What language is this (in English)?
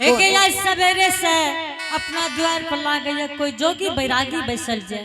Angika